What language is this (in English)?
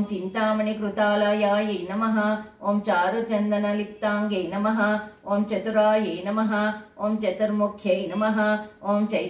Sanskrit